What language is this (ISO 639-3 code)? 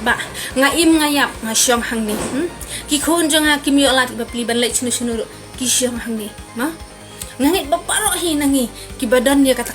kha